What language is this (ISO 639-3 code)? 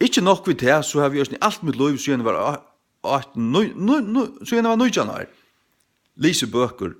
fao